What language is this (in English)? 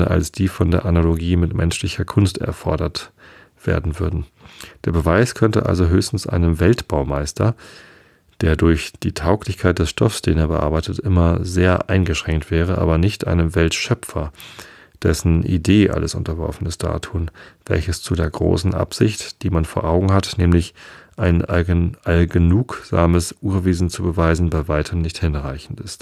German